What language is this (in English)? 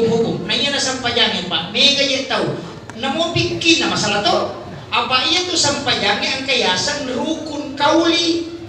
Buginese